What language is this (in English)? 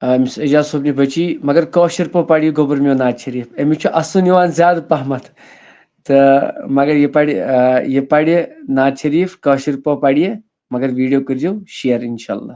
Kashmiri